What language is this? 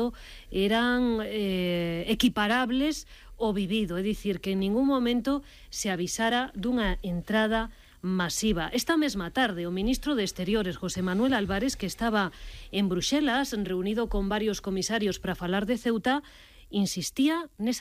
Galician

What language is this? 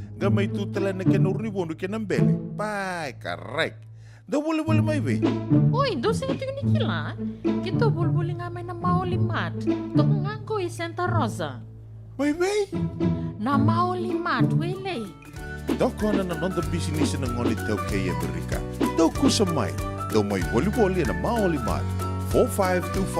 Fijian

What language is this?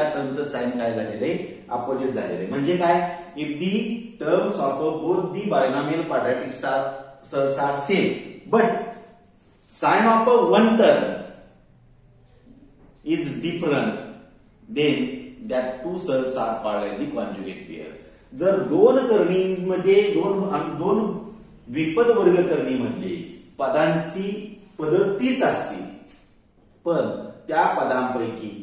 Marathi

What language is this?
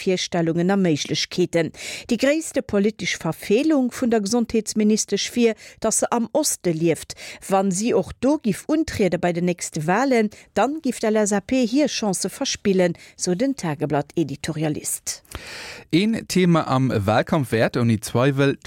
Luxembourgish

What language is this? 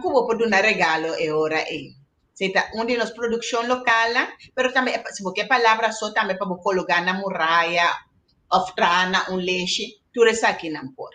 Papiamento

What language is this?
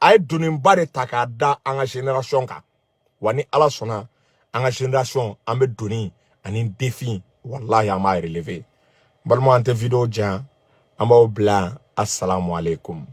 Bambara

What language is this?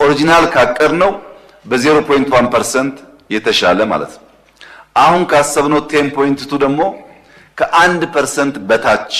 Amharic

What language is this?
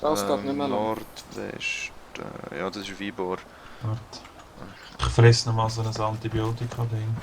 Swiss German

